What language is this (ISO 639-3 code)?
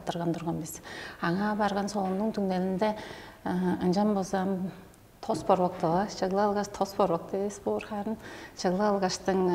tyv